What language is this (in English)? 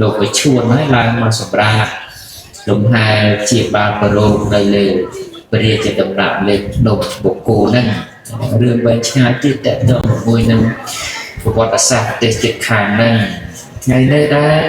Khmer